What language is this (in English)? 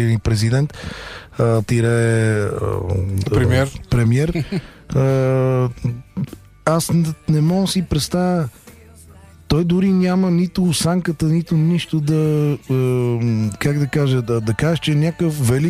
Bulgarian